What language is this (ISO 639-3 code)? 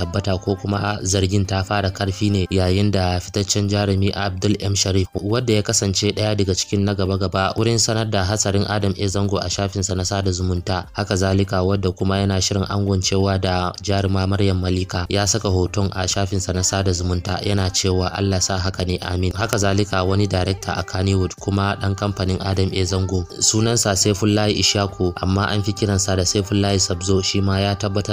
hau